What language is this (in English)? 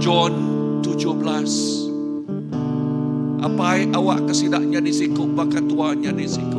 Iban